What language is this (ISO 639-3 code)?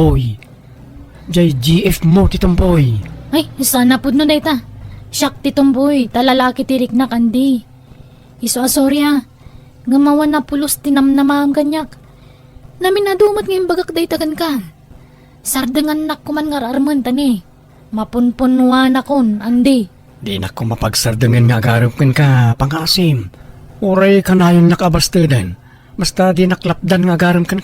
ilo